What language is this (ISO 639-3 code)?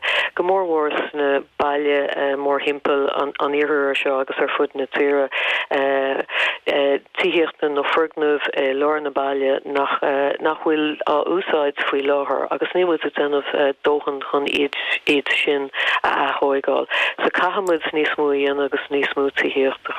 gle